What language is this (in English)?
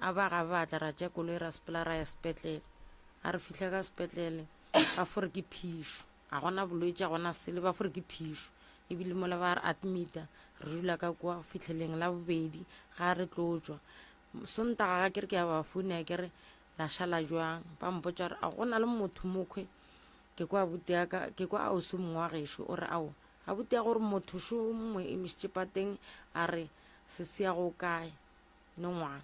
Northern Sotho